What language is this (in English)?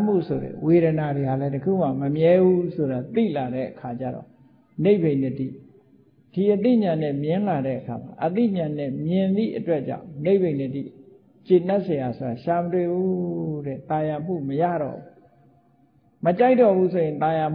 Burmese